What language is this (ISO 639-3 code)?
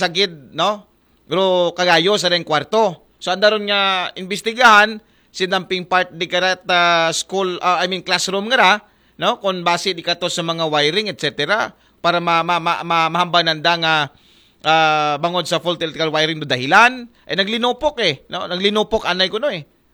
akl